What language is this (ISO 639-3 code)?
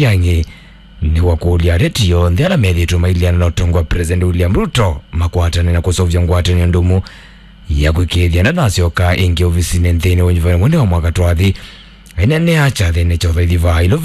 kam